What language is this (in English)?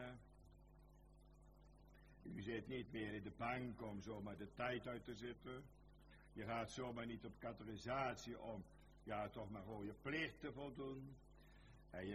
Dutch